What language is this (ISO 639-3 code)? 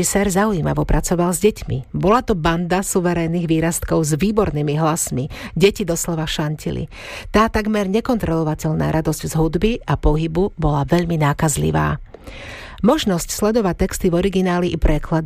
slk